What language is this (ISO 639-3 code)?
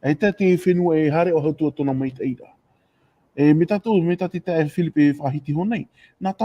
tah